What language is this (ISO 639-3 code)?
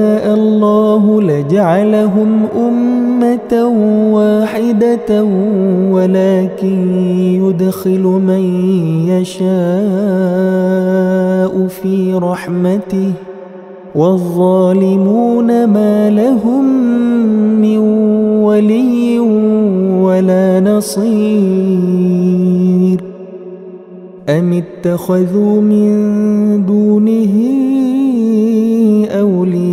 ara